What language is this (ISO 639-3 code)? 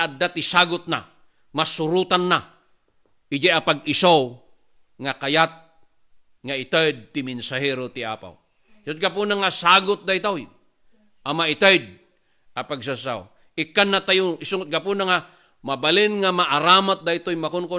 ilo